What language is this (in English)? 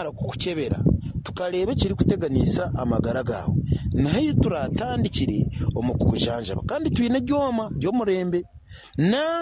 Nyankole